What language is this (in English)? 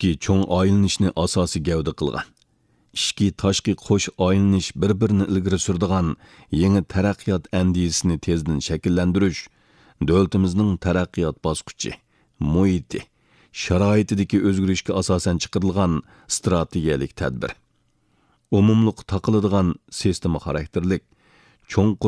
Uyghur